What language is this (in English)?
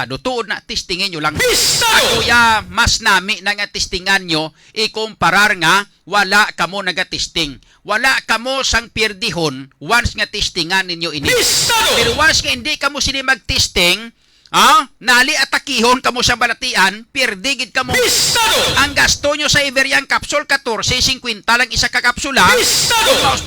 Hiligaynon